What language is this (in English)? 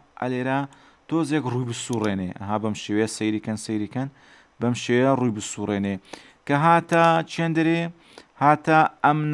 Central Kurdish